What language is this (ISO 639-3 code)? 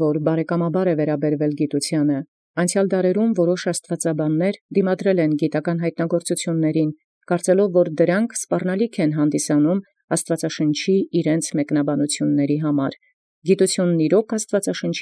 hye